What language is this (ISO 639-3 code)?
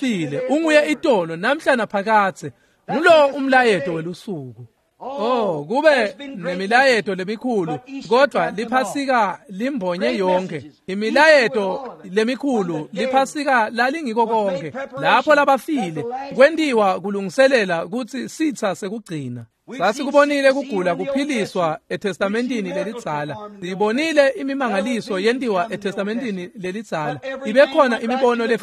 ssw